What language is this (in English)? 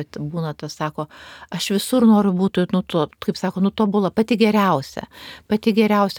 Lithuanian